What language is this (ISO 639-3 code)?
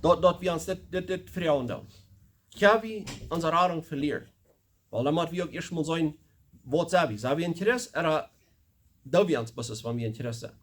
pdt